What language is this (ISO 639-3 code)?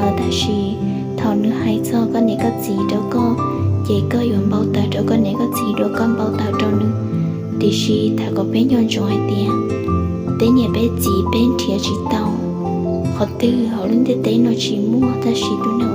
hmn